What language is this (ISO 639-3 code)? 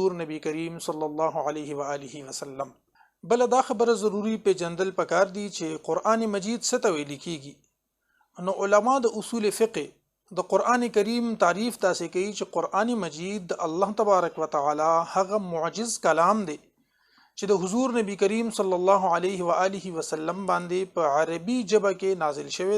pus